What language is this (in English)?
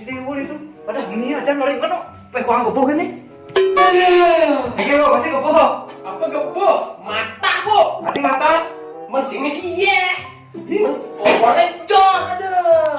Balinese